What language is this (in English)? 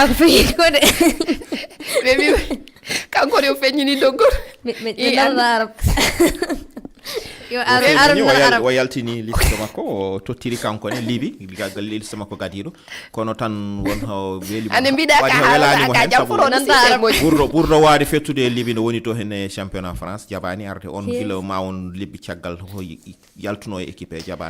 Fula